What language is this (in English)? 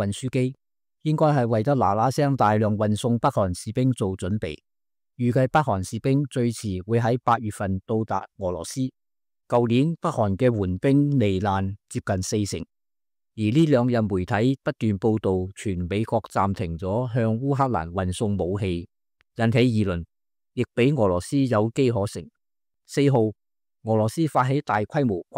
Cantonese